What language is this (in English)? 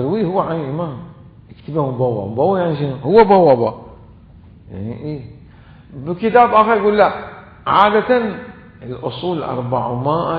Mesopotamian Arabic